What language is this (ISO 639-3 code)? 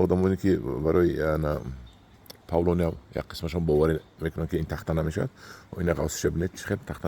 tgk